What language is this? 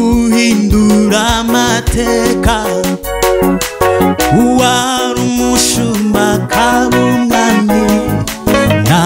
Kinyarwanda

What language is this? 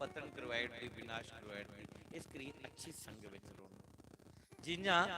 Dogri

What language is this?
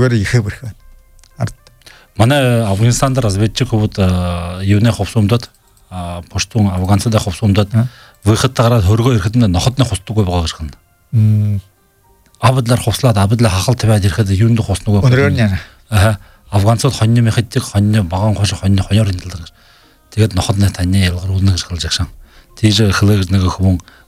Buriat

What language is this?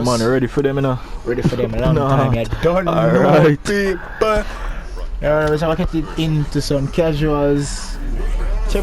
Jamaican Creole English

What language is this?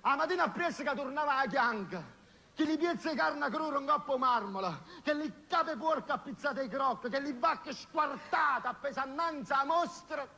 Neapolitan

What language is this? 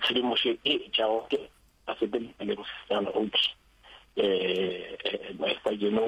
Northern Sotho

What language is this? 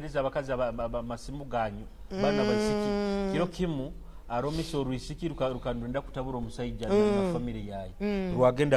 Nyoro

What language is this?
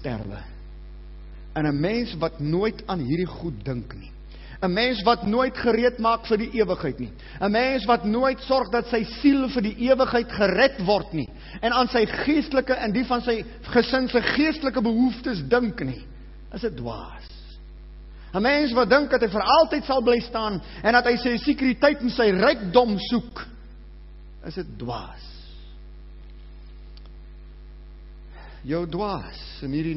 Afrikaans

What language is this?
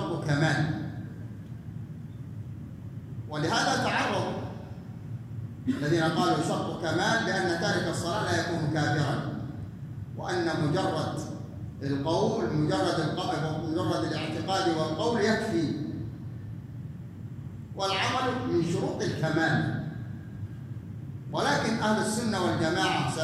Arabic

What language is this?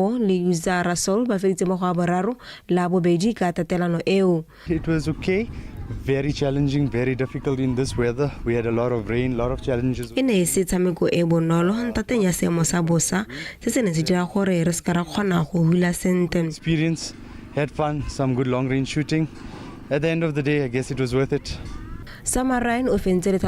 Tswana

